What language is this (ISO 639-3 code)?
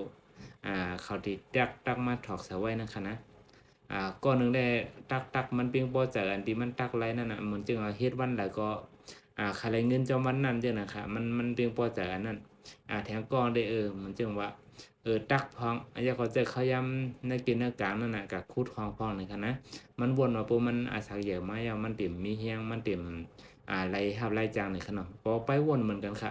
shn